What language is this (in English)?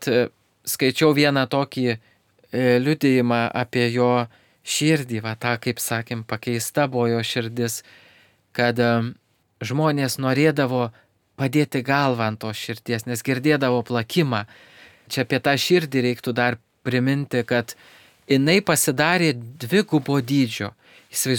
Lithuanian